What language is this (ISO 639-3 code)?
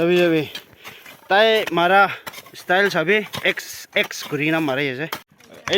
nag